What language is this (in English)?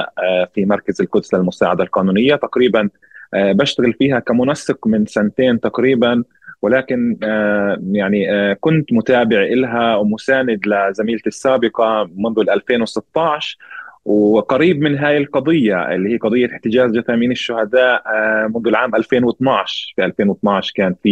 North Levantine Arabic